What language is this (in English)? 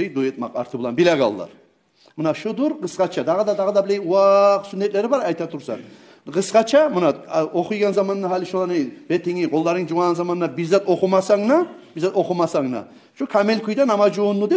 Kumyk